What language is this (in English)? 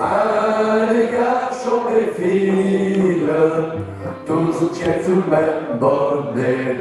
Picard